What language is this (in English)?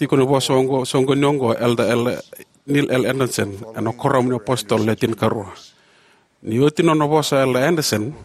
Fijian